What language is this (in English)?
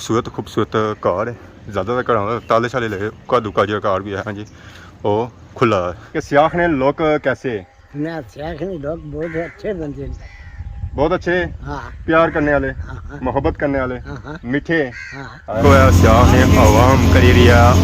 Pahari-Potwari